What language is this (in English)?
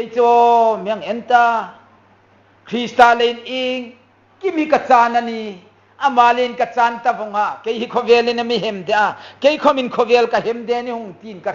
Hmar